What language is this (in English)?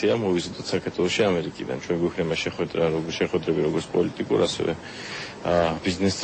Georgian